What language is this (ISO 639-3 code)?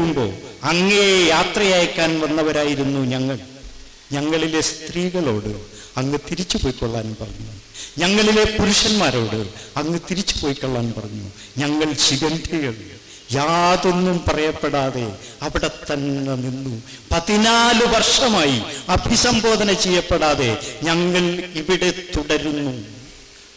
mal